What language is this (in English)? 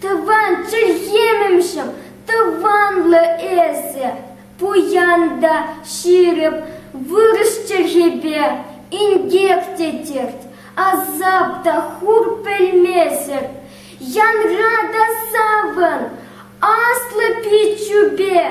Chuvash